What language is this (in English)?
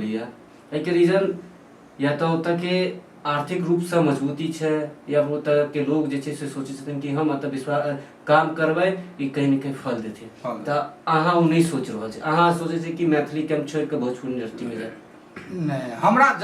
Maithili